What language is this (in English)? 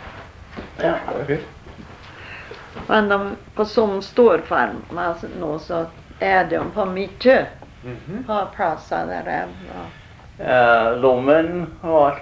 Norwegian